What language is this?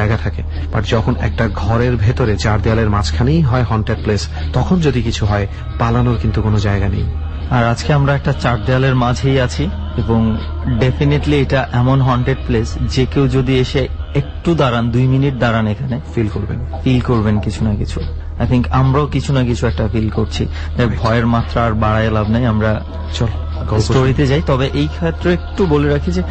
Bangla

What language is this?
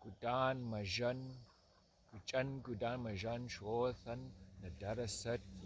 Southern Tutchone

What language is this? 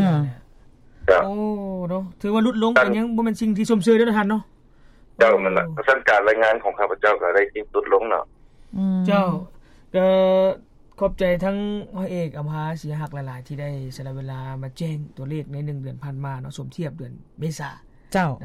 Lao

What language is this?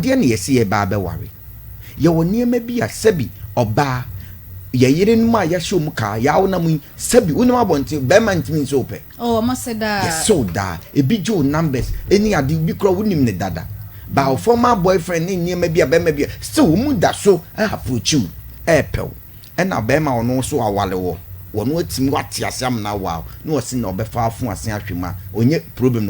Akan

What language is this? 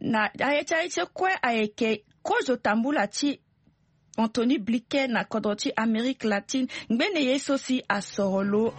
Sango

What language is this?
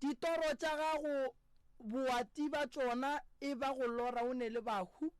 Northern Sotho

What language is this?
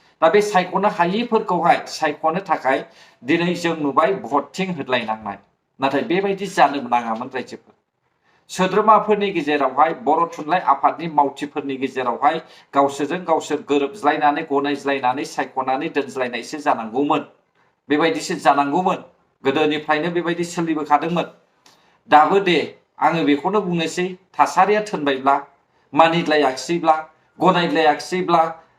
Bodo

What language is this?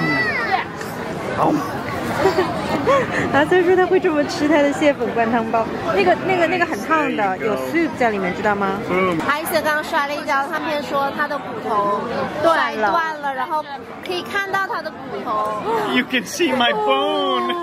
Chinese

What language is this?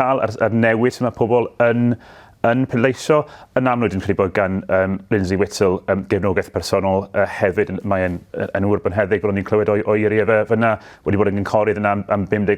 Welsh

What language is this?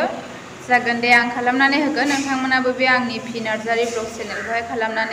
Bodo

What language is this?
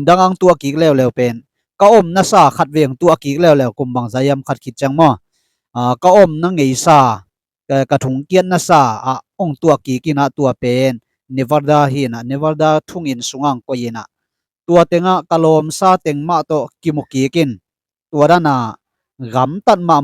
Tedim Chin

